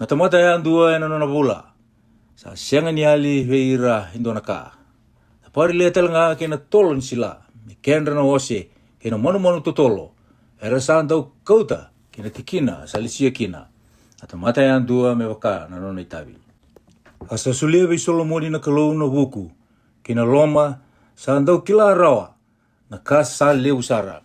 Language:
Fijian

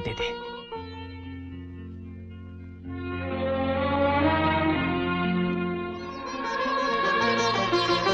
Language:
Hindi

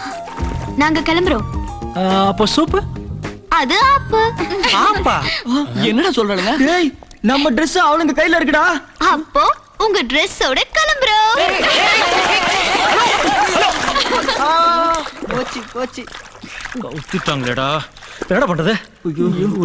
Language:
Tamil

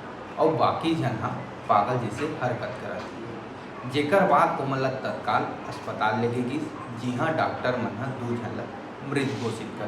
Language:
Chhattisgarhi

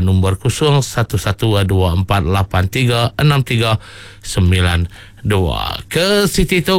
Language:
Iban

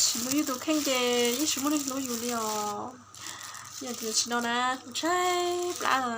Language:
Hmong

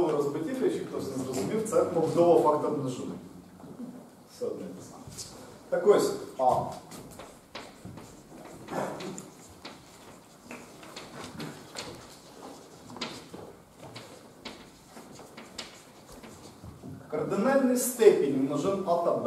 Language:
Ukrainian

